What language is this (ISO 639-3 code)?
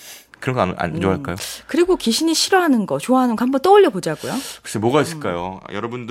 kor